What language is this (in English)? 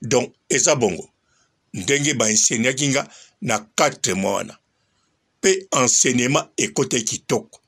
Lingala